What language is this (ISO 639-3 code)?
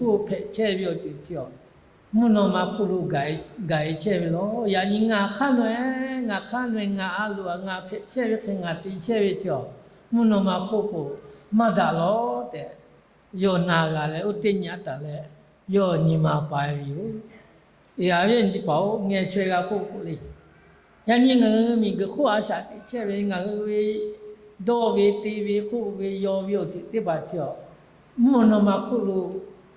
lhu